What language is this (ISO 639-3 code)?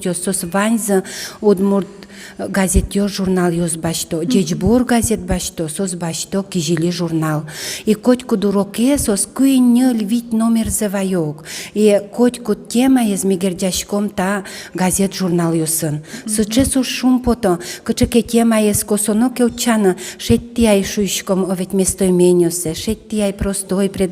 udm